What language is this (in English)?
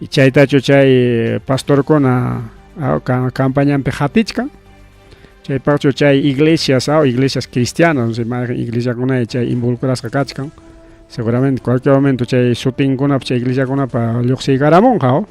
Ayacucho Quechua